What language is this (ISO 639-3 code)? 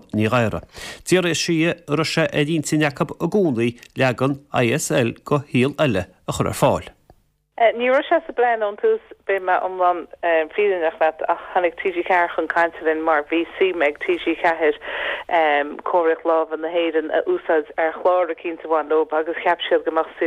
gle